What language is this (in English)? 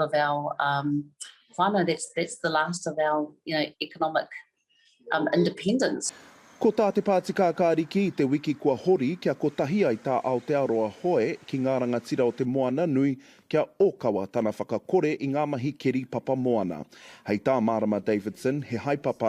Māori